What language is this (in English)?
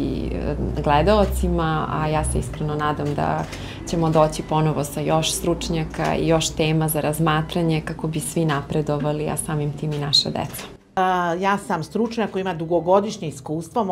Serbian